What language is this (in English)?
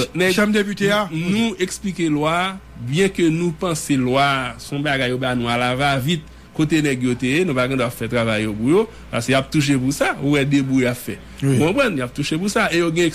Haitian Creole